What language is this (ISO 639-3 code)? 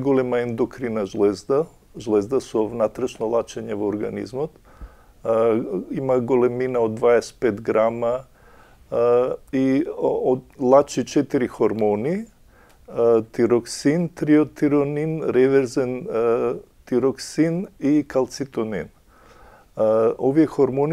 mkd